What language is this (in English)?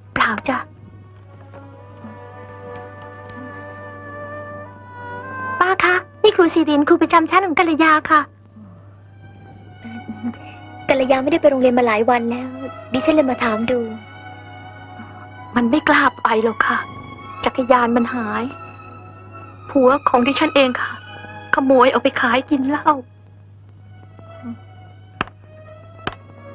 Thai